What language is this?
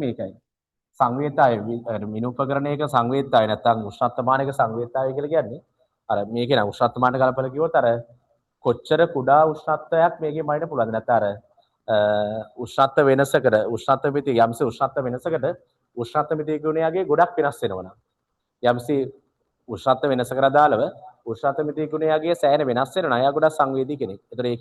Sinhala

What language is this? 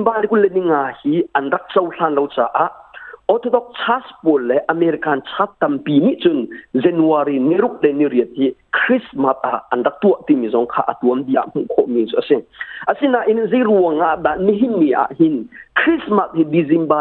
Hakha Chin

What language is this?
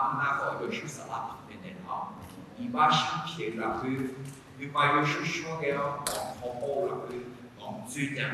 Akha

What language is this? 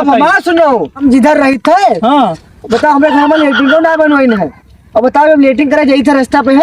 Awadhi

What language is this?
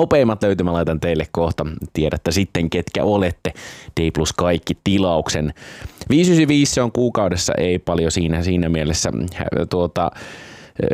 Finnish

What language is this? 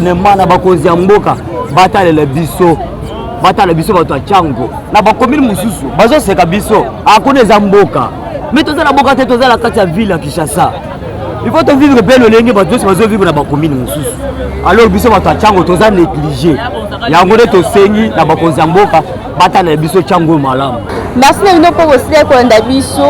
Lingala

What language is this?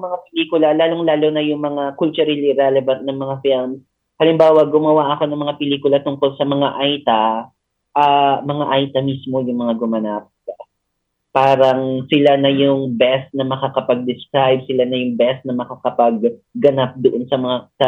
Filipino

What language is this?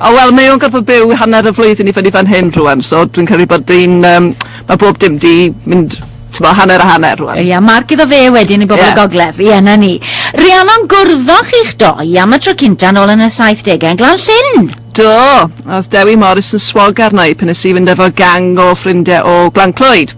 Welsh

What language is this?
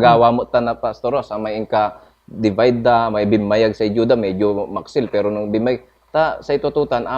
Pangasinan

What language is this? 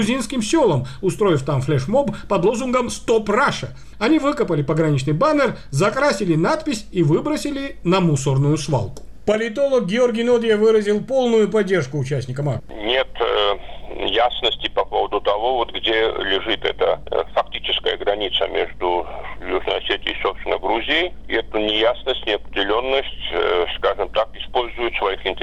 Russian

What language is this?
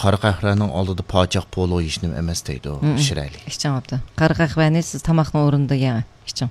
Uyghur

